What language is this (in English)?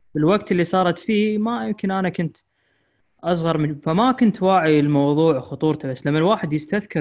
Gulf Arabic